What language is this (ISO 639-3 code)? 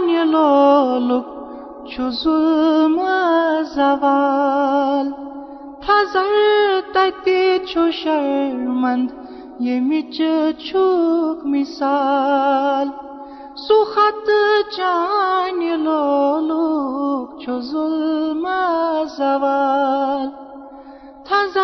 kas